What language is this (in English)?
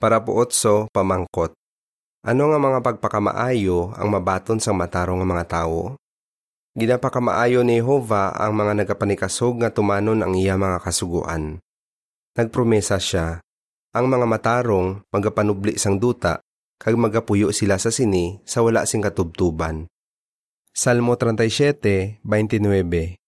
Hiligaynon